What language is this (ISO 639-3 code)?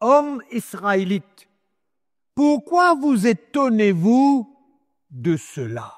mfe